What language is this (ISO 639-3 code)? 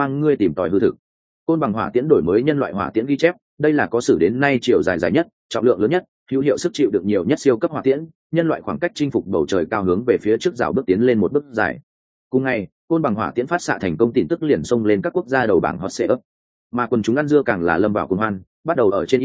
vie